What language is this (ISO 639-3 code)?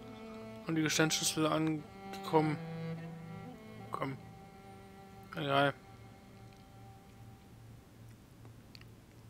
deu